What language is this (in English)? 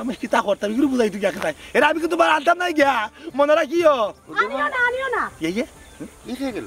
Sylheti